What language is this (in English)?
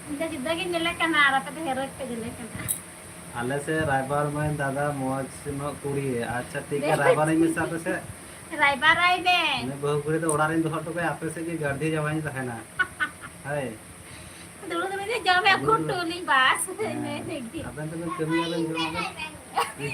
Santali